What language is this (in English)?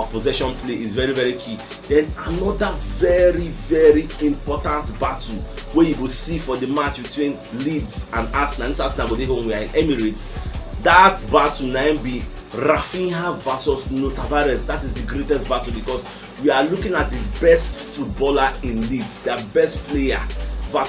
Nigerian Pidgin